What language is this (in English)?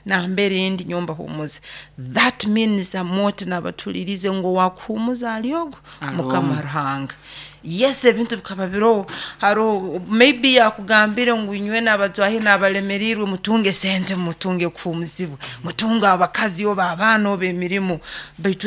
Nyoro